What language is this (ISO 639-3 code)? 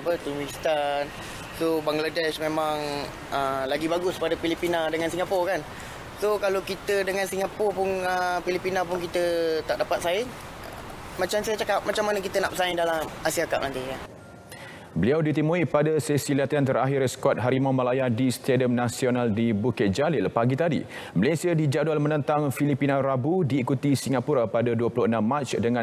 msa